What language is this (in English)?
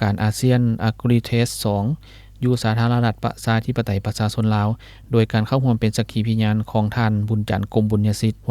Lao